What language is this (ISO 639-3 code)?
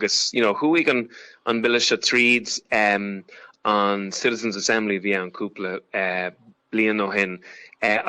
gle